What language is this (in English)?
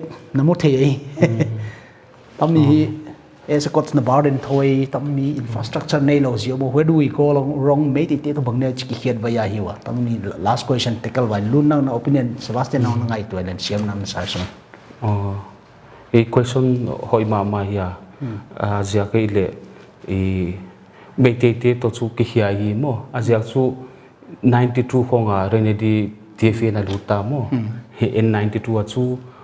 Paite Chin